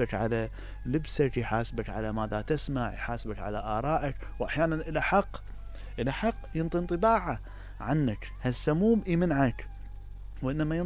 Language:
Mesopotamian Arabic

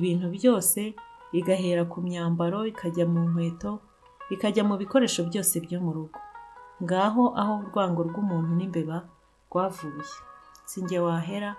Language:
Kinyarwanda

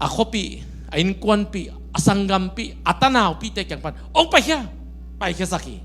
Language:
Tedim Chin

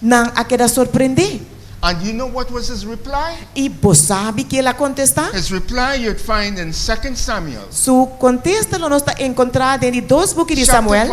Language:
Papiamento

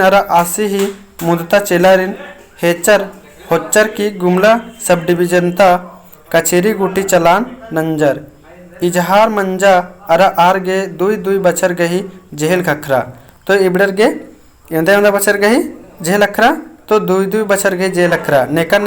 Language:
Kurukh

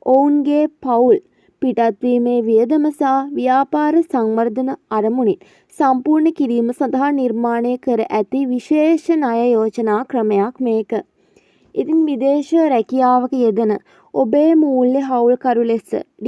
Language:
Sinhala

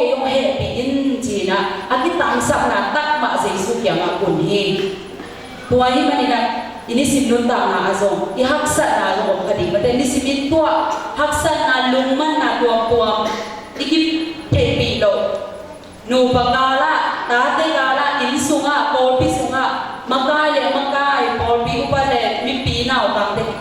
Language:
Tedim Chin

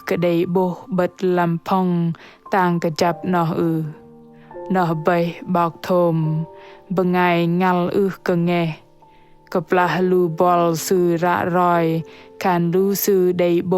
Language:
Bahnar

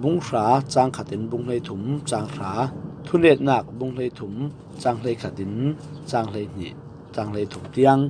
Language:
Falam Chin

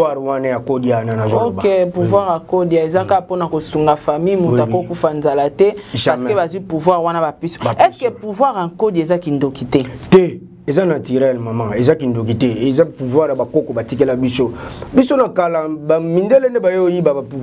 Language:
Lingala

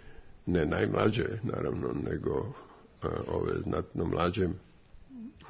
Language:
Croatian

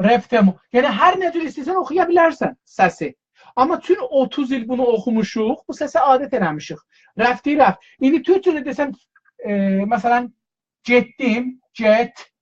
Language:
South Azerbaijani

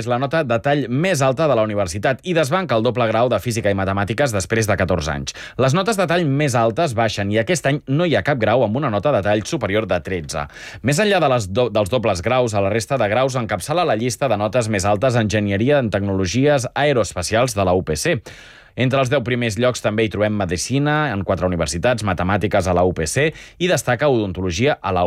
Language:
Catalan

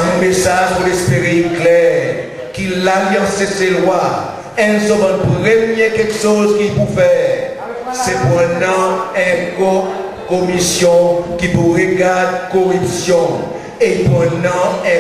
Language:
Seselwa Creole French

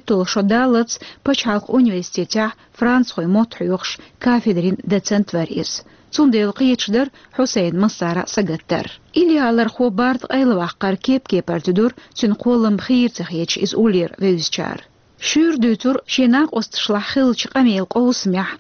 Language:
Chechen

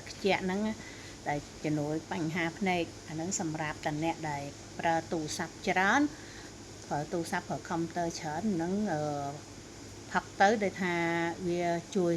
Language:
Khmer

